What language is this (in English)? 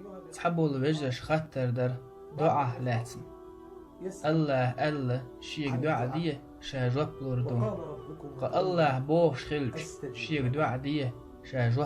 Chechen